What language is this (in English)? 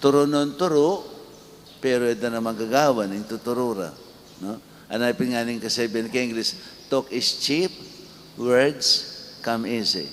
Pampanga